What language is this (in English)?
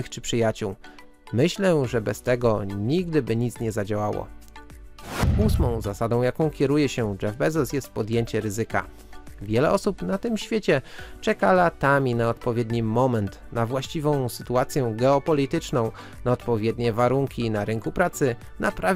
Polish